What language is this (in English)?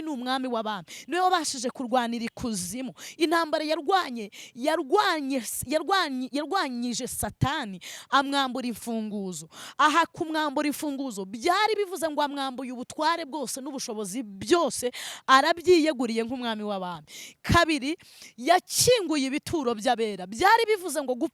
Kinyarwanda